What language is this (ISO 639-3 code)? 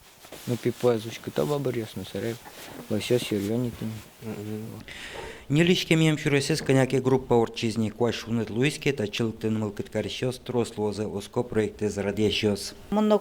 udm